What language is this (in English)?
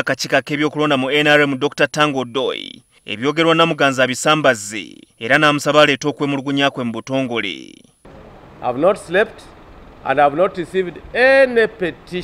Ganda